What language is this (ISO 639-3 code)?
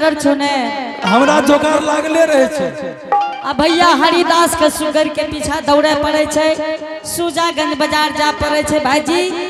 anp